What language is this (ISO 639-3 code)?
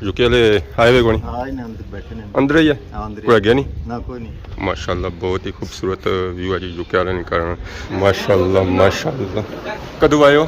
phr